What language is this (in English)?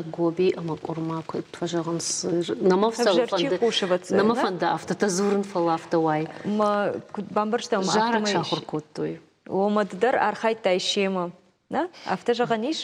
Ossetic